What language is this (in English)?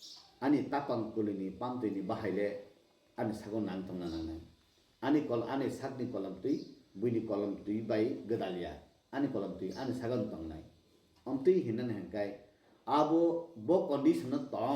Kok Borok